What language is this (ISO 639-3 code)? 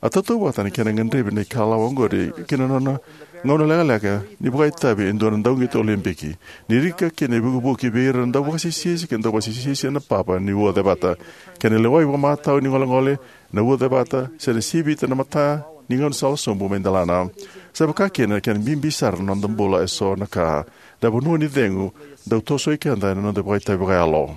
fij